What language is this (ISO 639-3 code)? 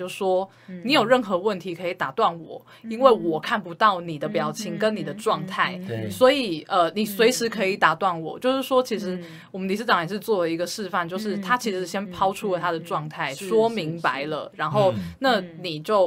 zho